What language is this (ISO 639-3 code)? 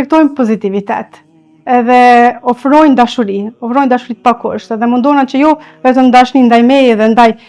sqi